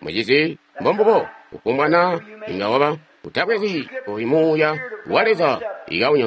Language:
Tonga (Zambia)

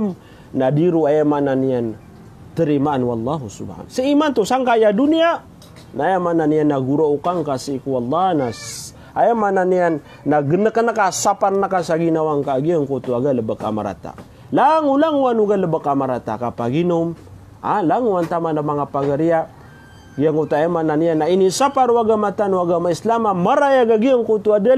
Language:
Maranao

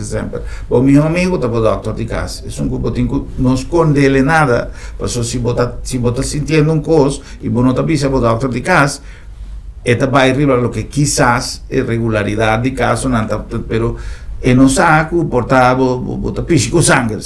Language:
Papiamento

